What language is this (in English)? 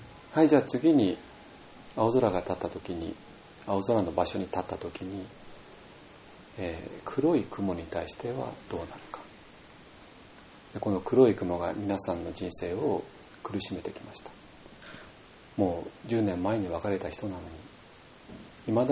Japanese